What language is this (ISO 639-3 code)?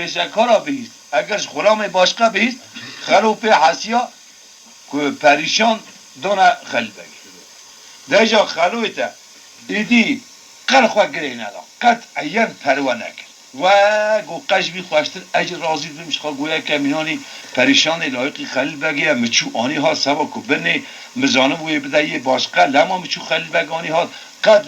kur